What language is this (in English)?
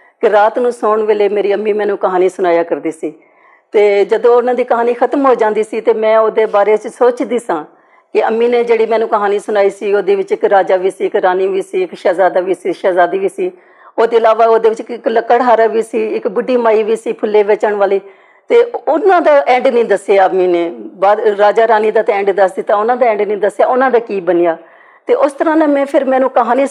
Western Panjabi